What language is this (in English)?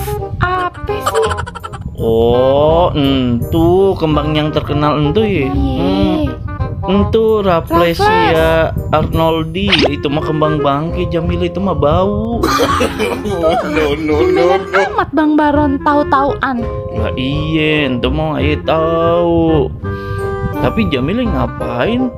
Betawi